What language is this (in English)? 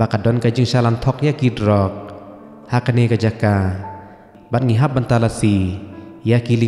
Khasi